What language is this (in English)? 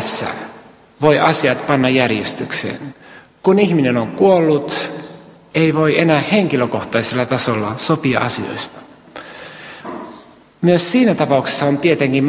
Finnish